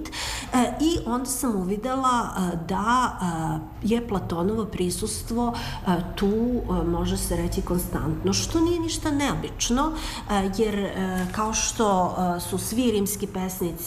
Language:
Serbian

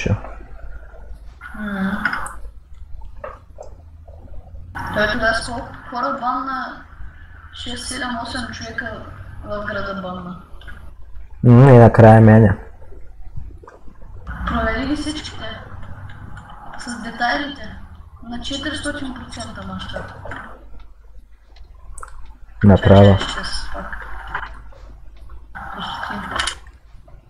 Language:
Bulgarian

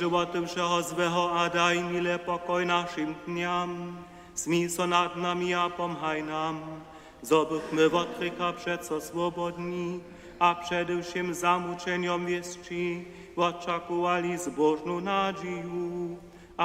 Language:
Upper Sorbian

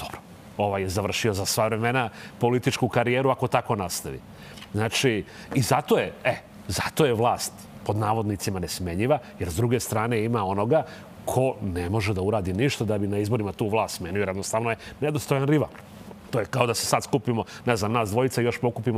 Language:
Serbian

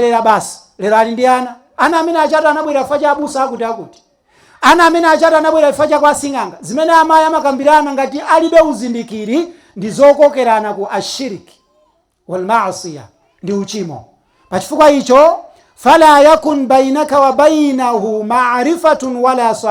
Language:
Nyanja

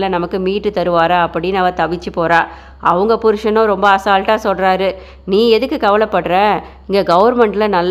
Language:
Tamil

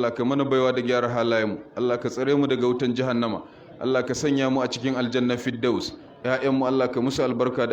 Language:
Hausa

